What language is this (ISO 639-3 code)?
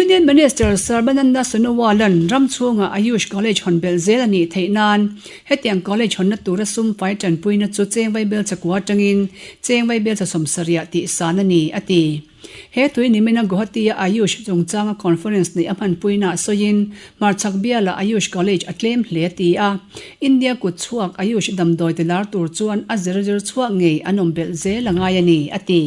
lus